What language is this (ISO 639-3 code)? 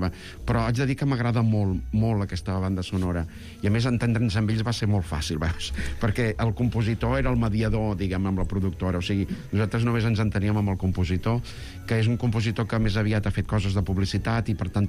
cat